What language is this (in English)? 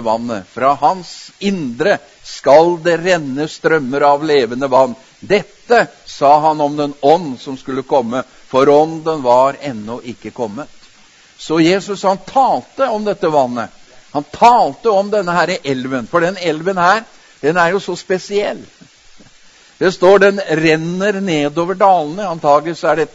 Norwegian